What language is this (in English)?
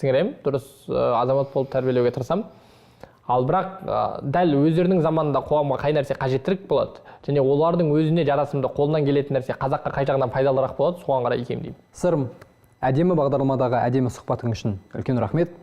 Kazakh